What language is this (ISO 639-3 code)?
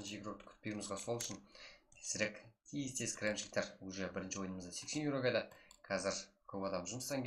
kaa